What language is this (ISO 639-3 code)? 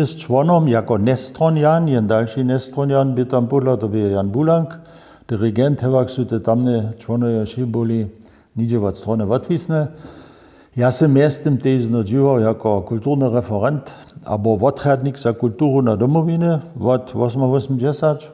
hsb